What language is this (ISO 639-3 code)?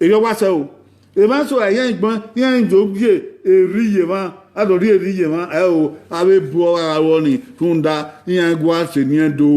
bin